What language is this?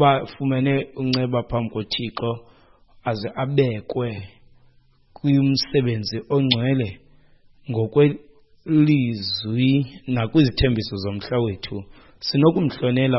Xhosa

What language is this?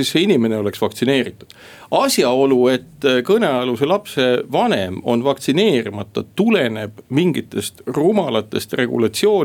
Estonian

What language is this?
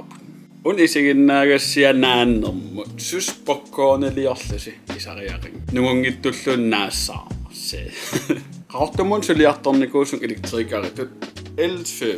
Kalaallisut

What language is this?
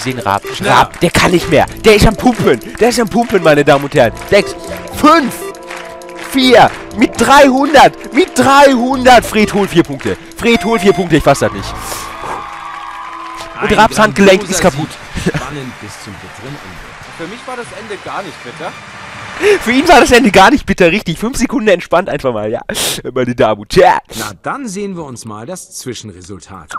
German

